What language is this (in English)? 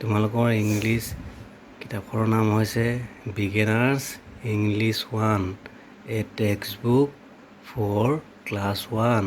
Assamese